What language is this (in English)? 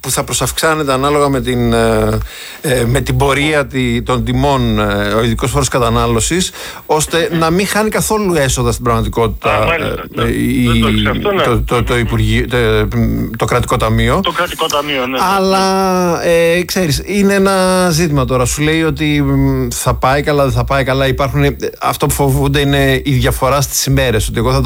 Greek